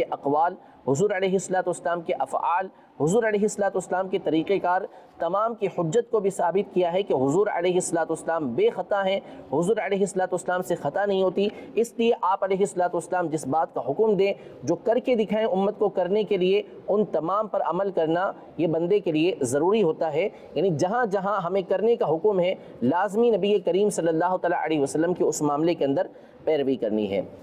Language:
Urdu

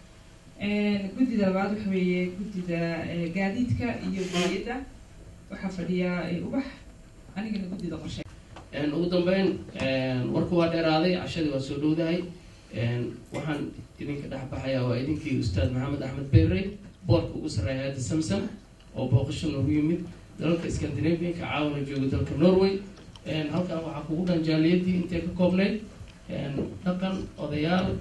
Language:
Somali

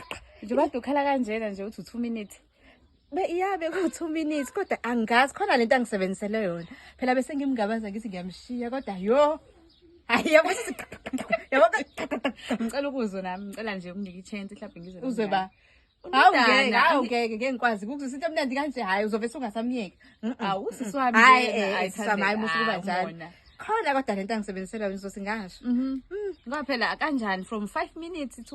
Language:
Zulu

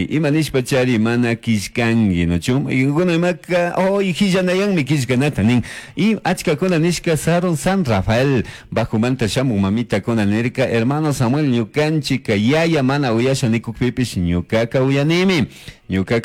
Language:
Chimborazo Highland Quichua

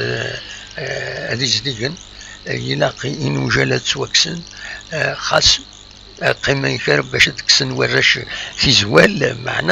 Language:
Kabyle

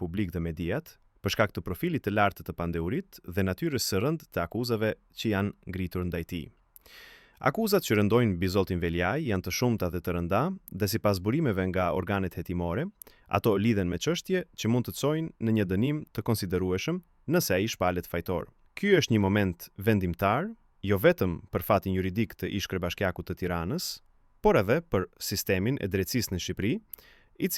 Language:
Albanian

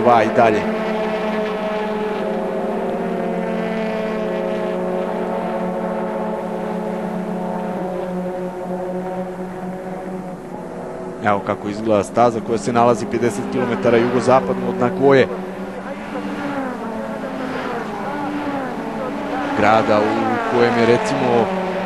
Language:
Serbian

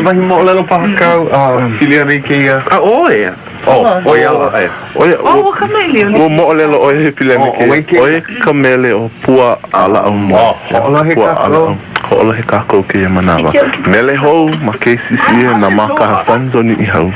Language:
Hawaiian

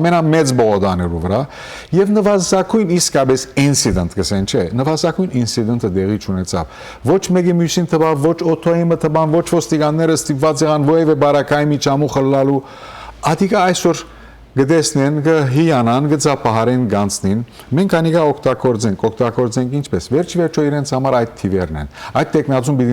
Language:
Western Armenian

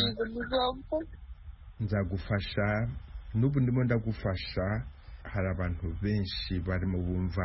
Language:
Kinyarwanda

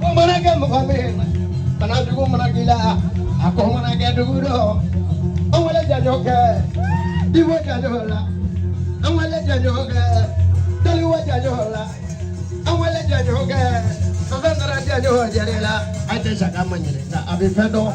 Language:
Bambara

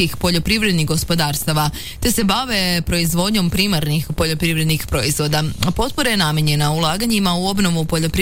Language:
Croatian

